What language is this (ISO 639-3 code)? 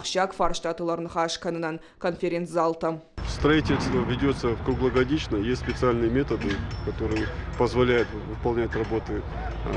oss